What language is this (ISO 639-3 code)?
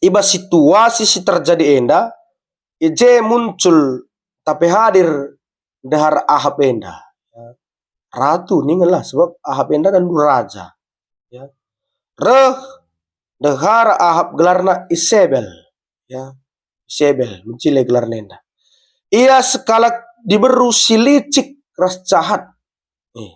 btx